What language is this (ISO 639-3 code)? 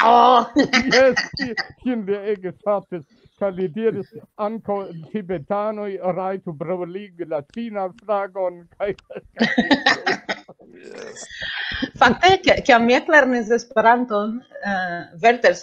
epo